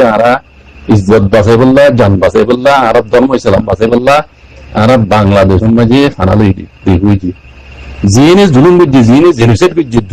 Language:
Rohingya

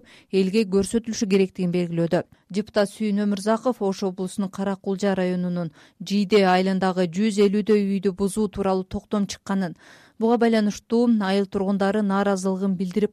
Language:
Kyrgyz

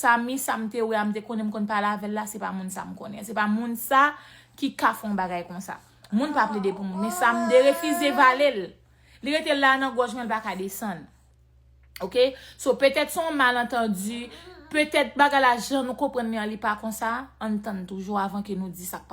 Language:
Haitian Creole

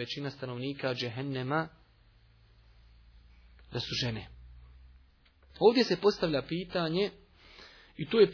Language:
Bosnian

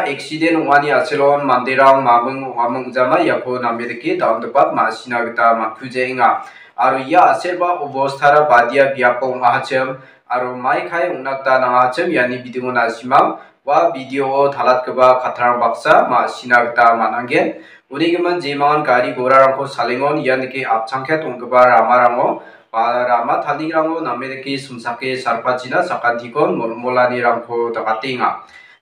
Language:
Garo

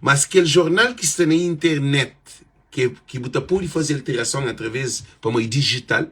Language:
Kabuverdianu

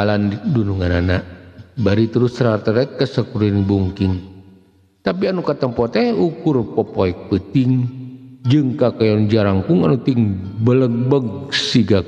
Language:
Sundanese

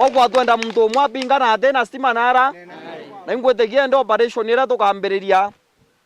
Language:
Meru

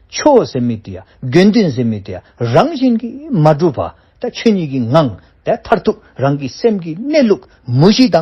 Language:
Dzongkha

